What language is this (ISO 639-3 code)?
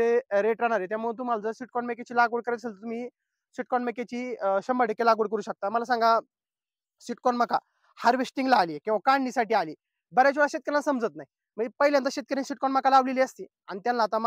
mar